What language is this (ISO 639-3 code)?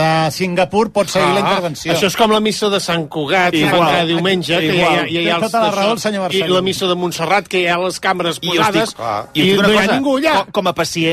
cat